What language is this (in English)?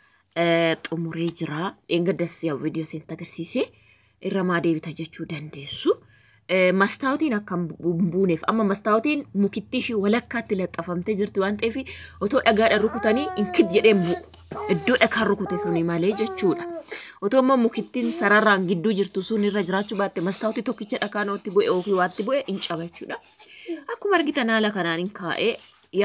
Oromo